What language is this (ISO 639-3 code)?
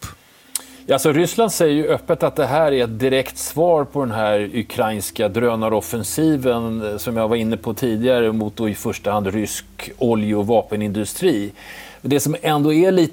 swe